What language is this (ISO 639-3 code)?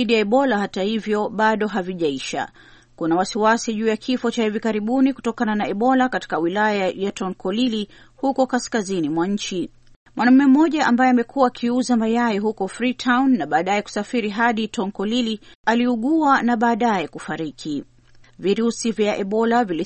swa